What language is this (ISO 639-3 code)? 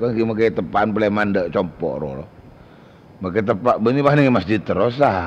mad